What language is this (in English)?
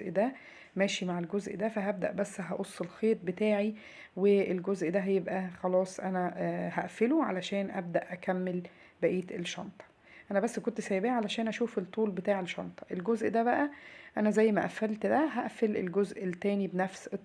Egyptian Arabic